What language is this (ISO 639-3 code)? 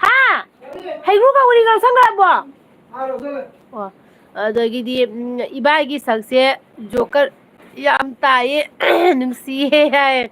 mni